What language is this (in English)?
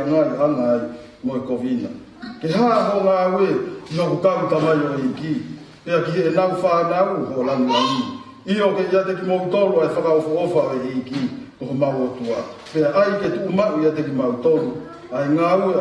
Tongan